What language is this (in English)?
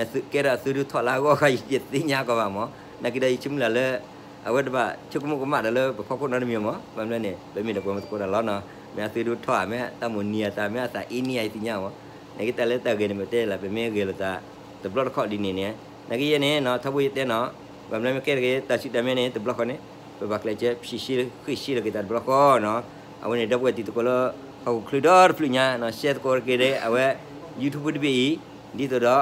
S'gaw Karen